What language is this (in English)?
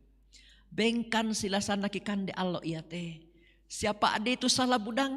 Toraja-Sa'dan